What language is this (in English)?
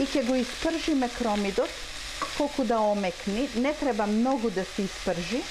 Macedonian